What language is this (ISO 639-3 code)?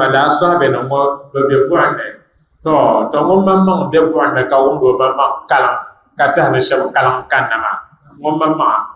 dag